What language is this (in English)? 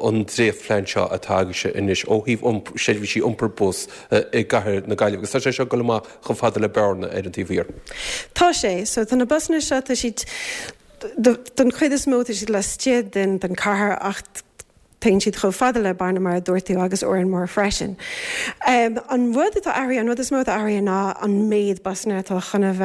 Irish